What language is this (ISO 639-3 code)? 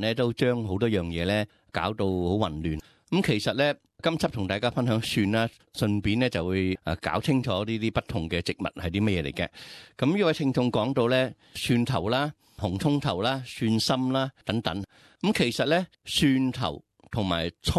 yue